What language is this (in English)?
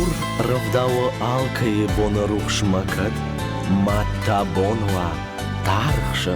Ossetic